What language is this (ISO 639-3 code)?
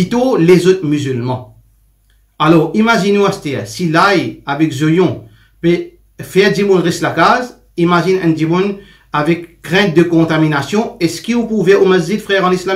mfe